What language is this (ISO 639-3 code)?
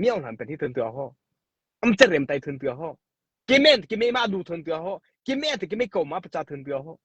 mrh